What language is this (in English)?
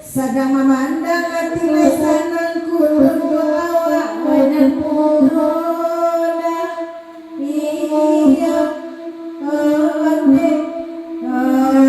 Minangkabau